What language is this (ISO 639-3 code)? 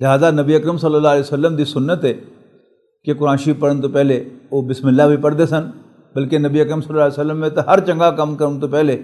lah